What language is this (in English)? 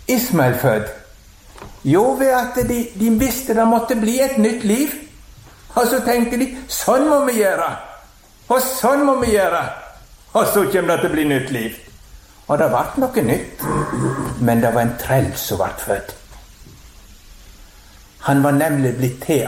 Norwegian